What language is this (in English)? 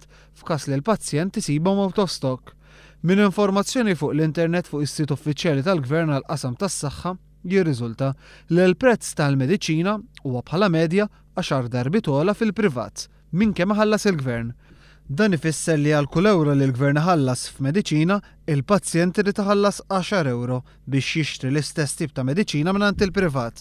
Maltese